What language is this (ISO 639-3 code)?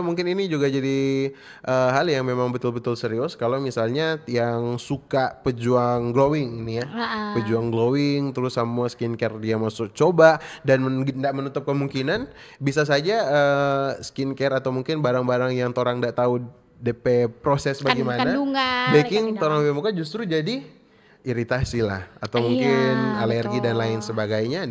xmm